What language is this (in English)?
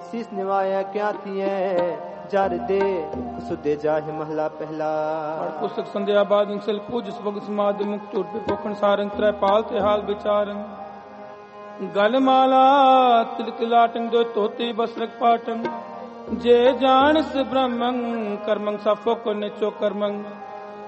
Punjabi